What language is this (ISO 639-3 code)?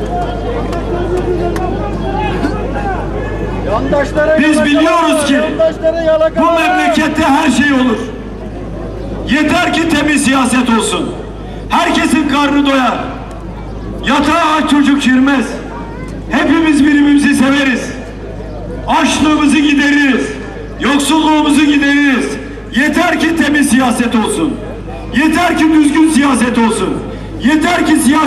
tur